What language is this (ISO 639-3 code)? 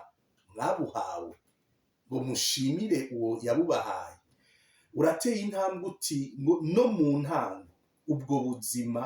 run